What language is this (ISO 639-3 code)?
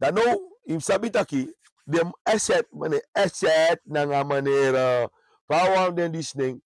srn